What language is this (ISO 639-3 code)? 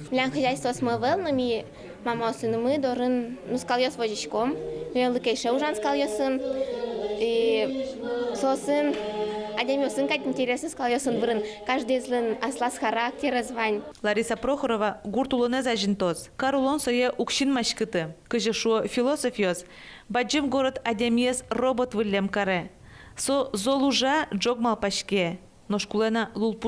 udm